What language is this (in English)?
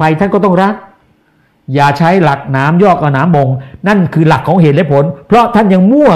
Thai